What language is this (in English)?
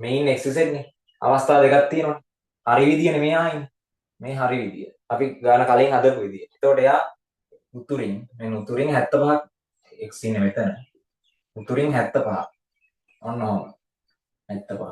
Sinhala